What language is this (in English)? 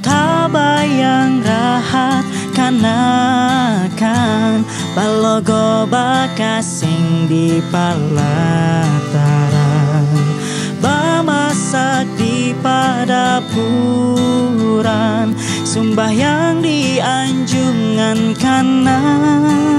Banjar